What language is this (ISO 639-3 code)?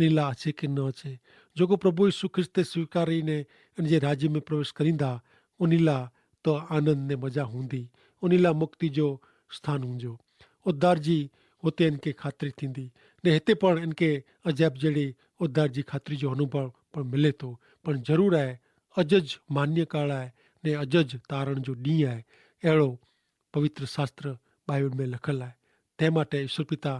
kfr